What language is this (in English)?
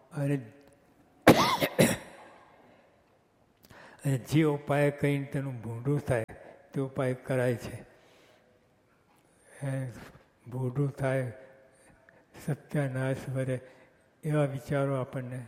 Gujarati